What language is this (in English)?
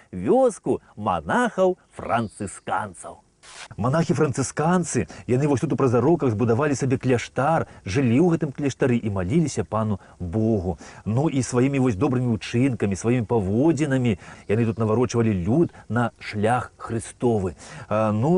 Belarusian